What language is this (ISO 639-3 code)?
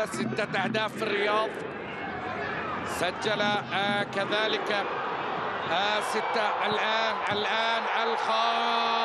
ara